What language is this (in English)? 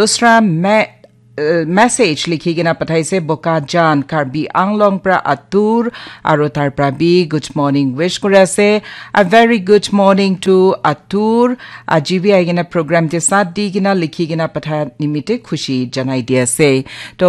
Naga Pidgin